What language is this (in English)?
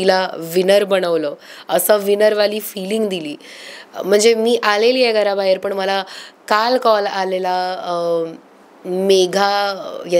Marathi